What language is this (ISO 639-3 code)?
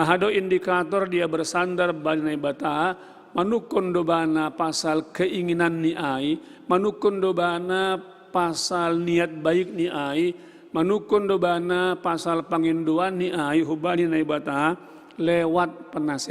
bts